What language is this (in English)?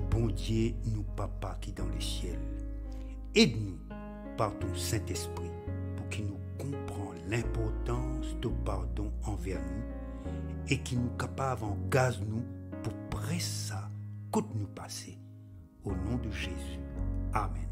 Morisyen